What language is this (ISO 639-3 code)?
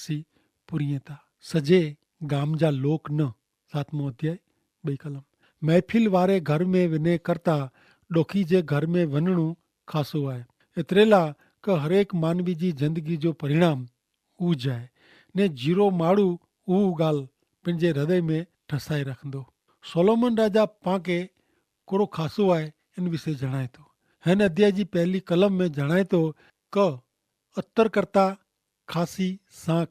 kfr